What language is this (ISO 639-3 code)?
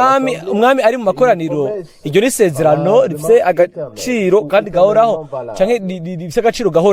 run